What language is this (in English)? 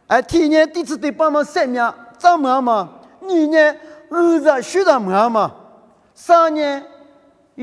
Lisu